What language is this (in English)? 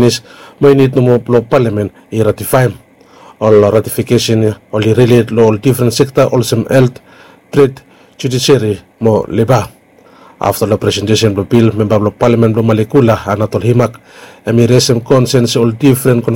Bislama